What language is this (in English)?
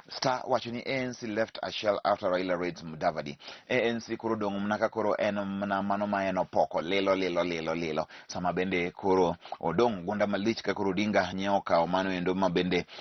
Luo (Kenya and Tanzania)